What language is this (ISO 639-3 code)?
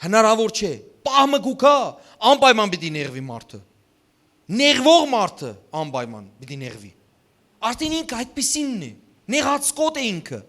hyw